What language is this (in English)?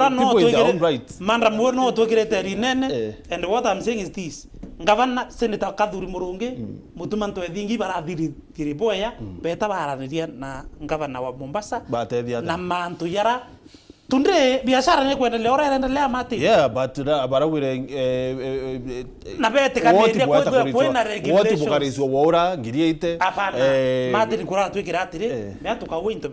Meru